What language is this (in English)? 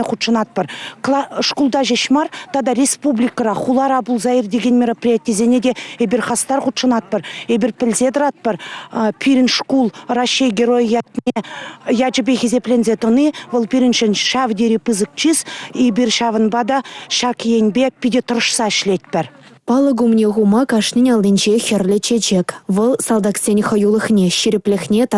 Chuvash